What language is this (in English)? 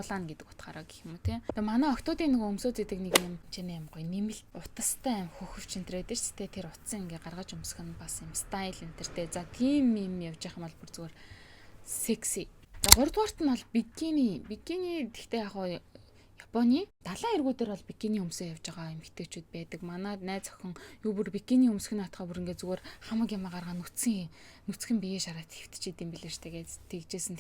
Mongolian